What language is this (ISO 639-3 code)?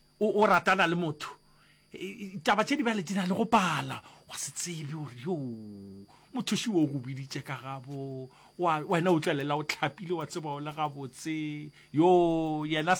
nso